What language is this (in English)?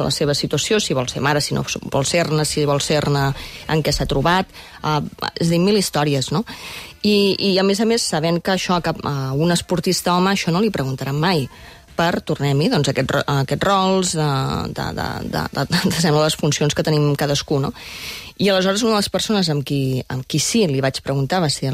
Catalan